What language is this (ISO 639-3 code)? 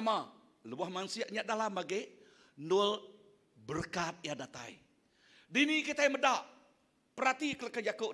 iba